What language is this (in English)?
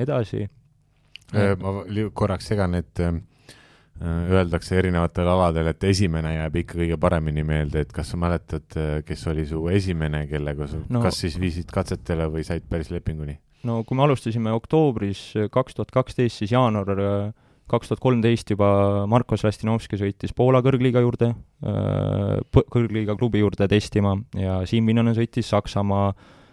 Estonian